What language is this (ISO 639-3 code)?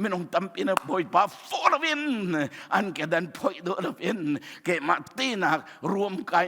cnh